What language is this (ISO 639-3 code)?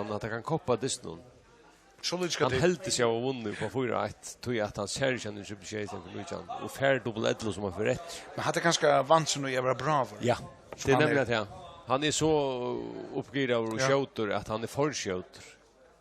fao